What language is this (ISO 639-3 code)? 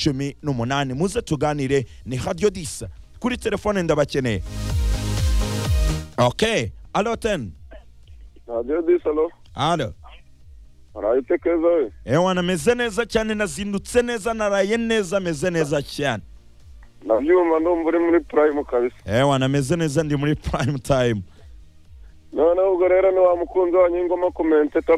kin